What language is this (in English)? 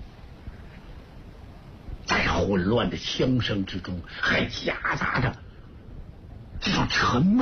Chinese